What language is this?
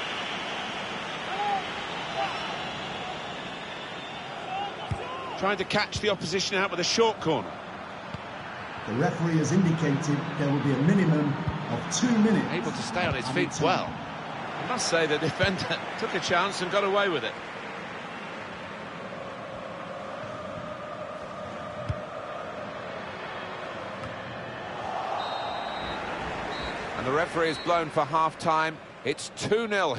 English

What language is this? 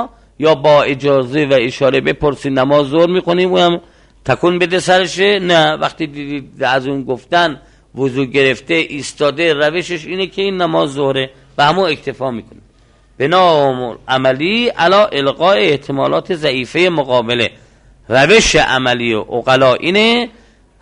Persian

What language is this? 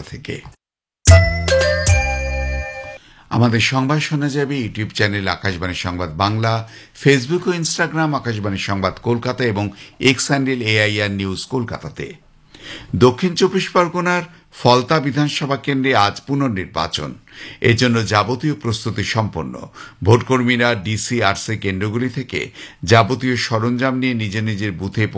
Bangla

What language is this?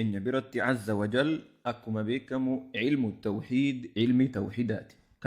Oromo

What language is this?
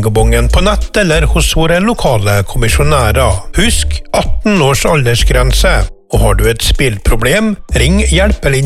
Norwegian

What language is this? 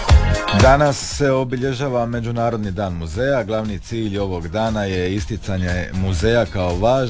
Croatian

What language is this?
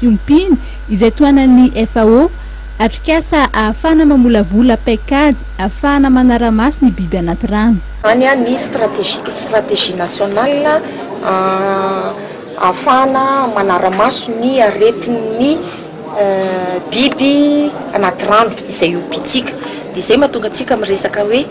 Malagasy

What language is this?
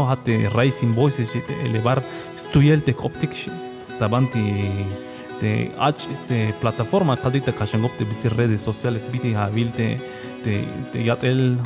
Tzeltal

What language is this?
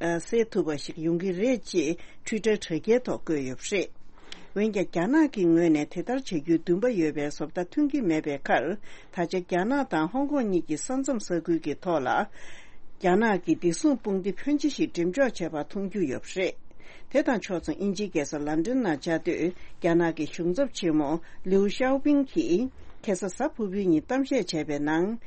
Tibetan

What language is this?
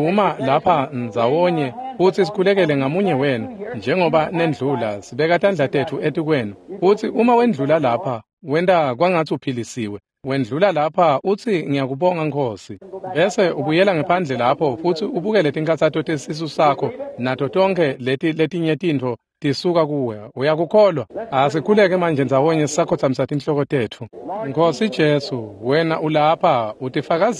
Swati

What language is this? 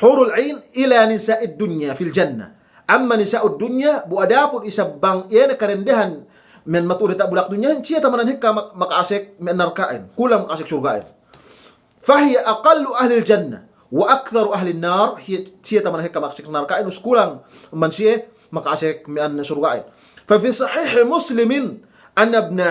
Yakan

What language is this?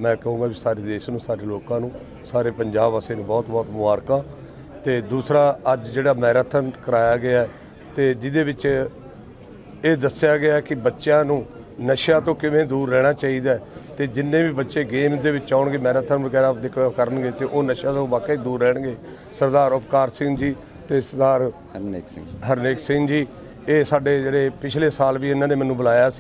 Punjabi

